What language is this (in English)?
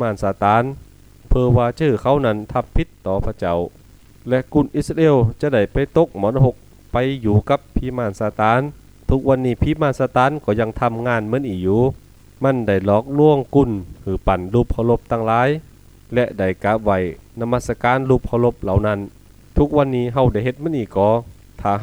Thai